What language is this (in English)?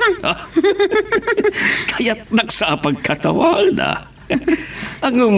Iloko